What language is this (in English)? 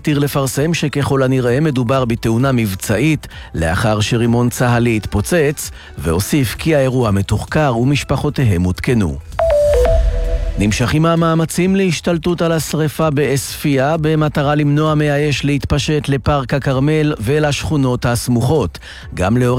Hebrew